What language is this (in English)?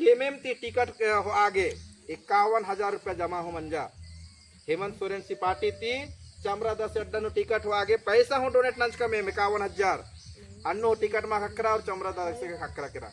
Kurukh